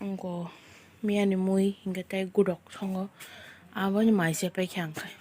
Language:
Kok Borok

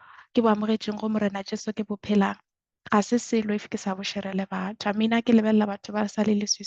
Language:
Northern Sotho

